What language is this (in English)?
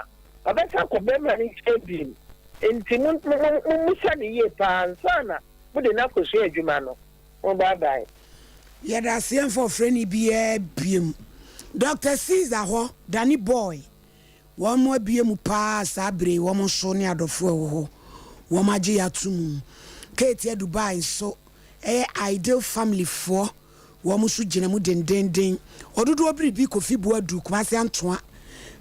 Akan